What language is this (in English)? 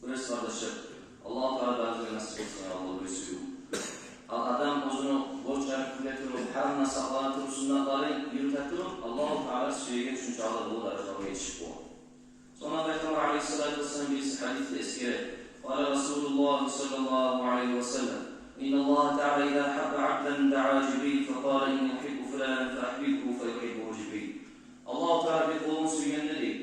Kumyk